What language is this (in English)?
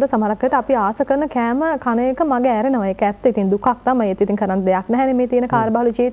Sinhala